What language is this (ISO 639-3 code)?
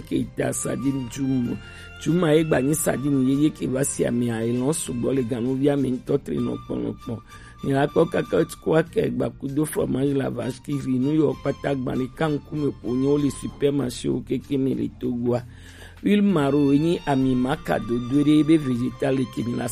gej